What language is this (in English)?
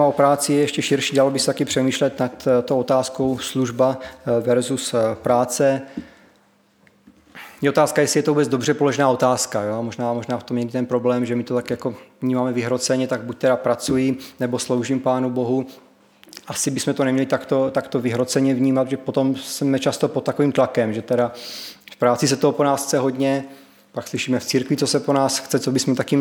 Czech